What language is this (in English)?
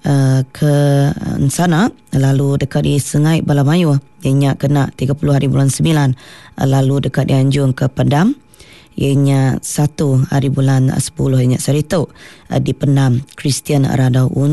Iban